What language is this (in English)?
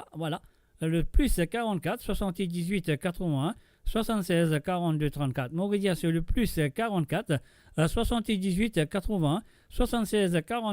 Morisyen